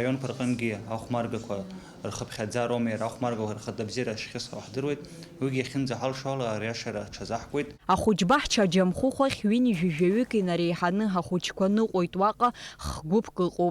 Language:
Abkhazian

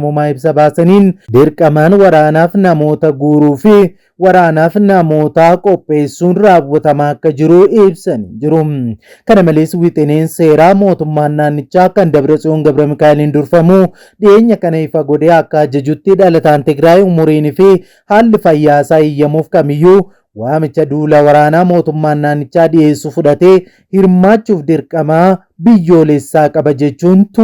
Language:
Oromo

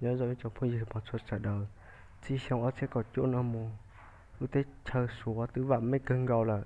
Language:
Hmong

